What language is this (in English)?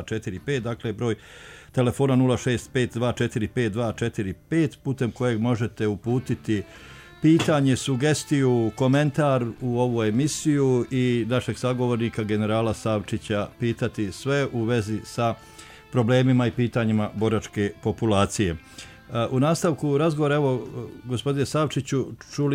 Bosnian